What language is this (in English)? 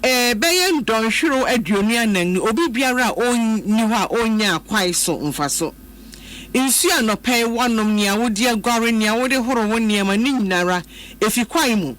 Akan